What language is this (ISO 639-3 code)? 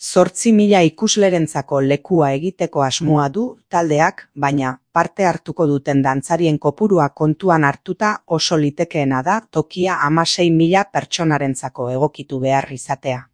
eus